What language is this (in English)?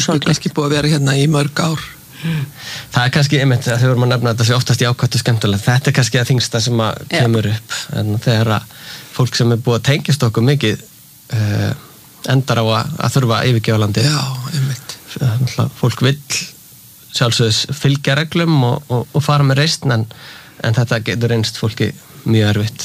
Icelandic